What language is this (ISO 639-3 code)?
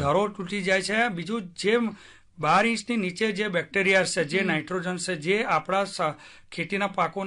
guj